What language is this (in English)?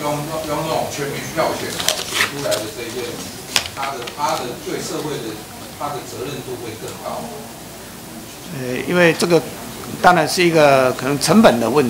Chinese